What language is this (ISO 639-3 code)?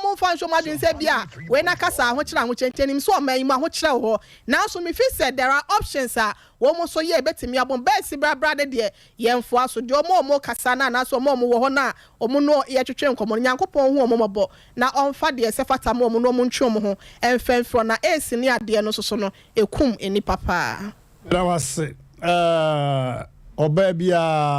aka